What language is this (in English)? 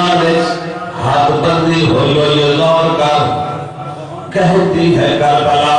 Saraiki